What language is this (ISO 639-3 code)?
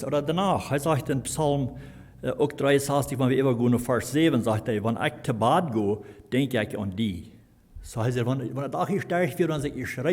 pdt